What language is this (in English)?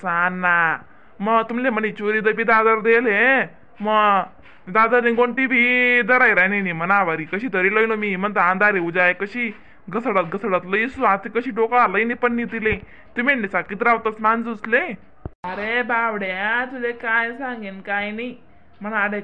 Khandesi